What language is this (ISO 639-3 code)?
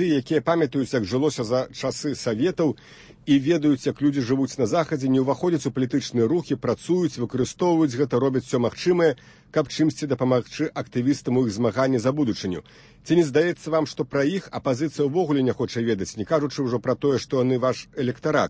bel